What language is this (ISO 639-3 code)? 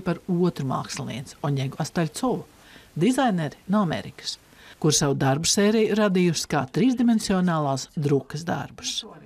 lav